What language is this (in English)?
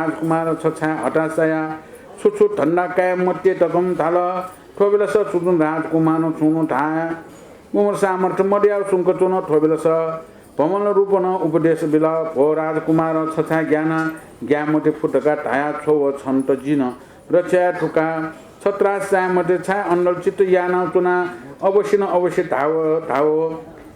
Newari